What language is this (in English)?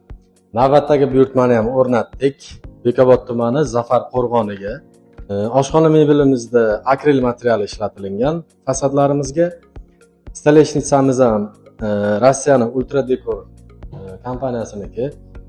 Uzbek